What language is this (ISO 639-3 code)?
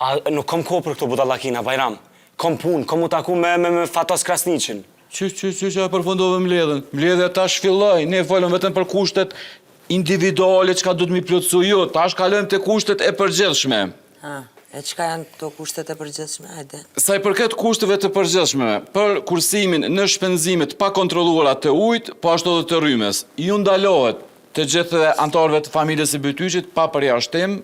sqi